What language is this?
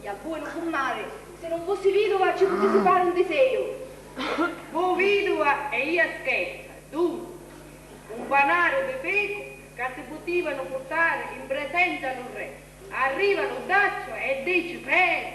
Sicilian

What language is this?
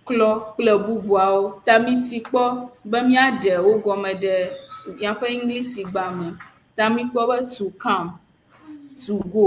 Ewe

